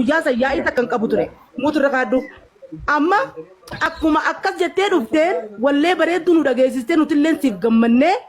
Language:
Oromo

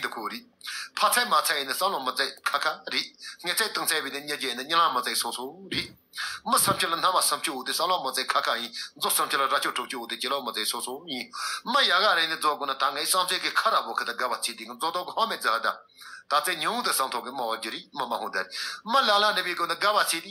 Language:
Tibetan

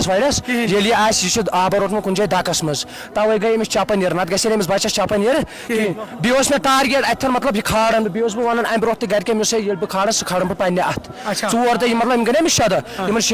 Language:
Kashmiri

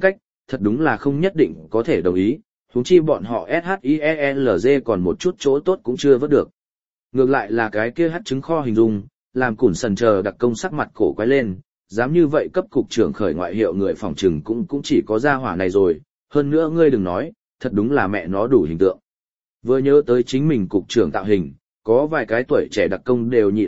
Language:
Vietnamese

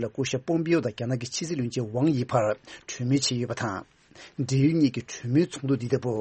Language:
Tibetan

